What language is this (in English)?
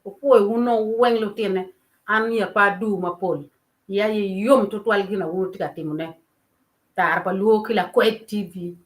Acoli